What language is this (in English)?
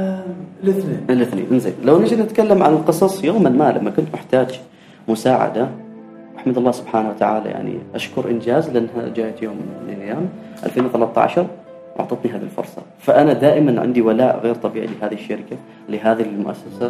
Gulf Arabic